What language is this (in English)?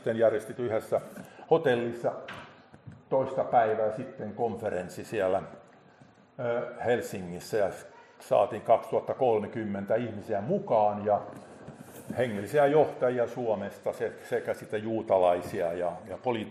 Finnish